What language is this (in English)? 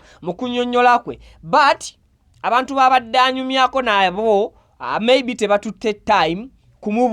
Ganda